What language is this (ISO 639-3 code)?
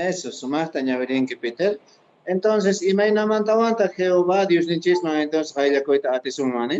que